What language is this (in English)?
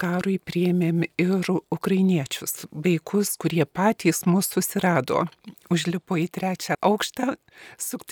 Lithuanian